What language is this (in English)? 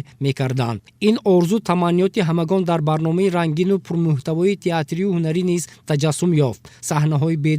Tajik